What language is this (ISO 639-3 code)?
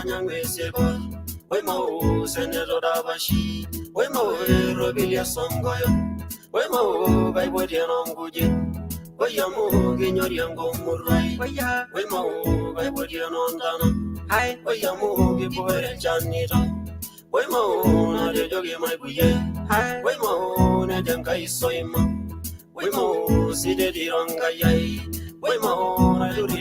mas